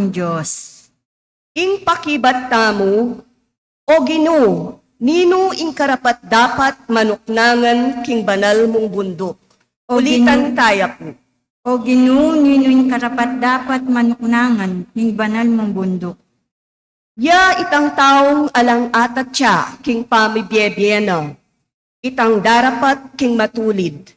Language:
Pampanga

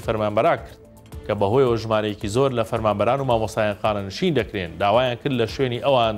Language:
Central Kurdish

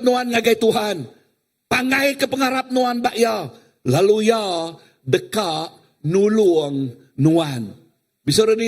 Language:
Iban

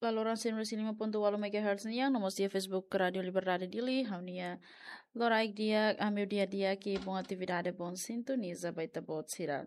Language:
Tetum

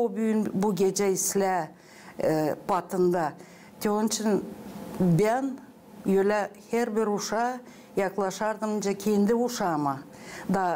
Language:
Gagauz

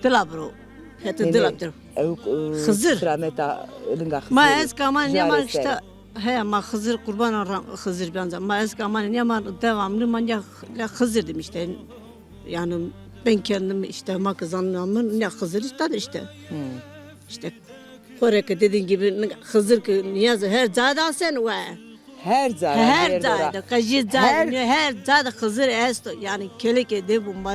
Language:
Zaza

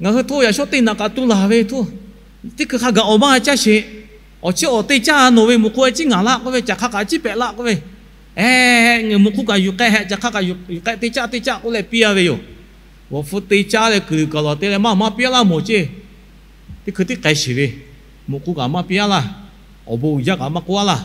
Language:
Lahu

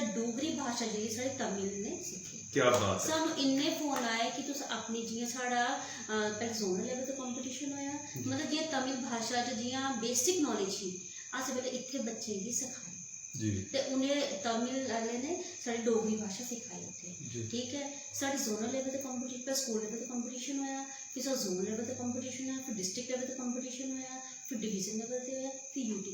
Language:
Dogri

